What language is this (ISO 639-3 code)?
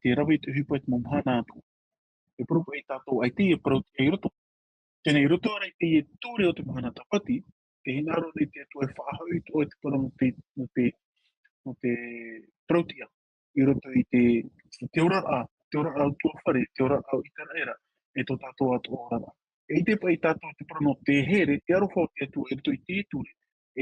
tah